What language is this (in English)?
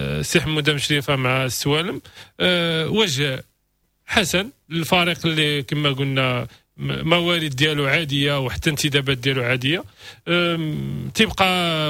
Moroccan Arabic